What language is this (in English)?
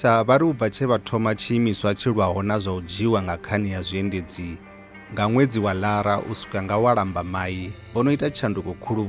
Venda